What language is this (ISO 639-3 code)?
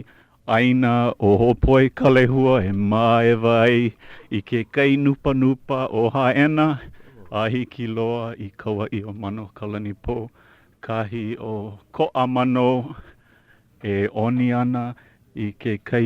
haw